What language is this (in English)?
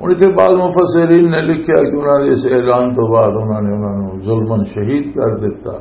Western Panjabi